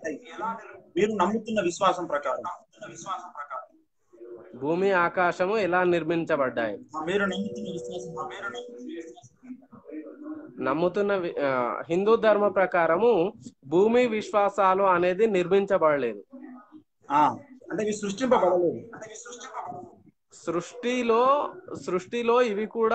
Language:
Telugu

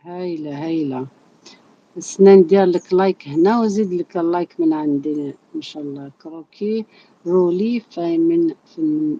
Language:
Algerian Arabic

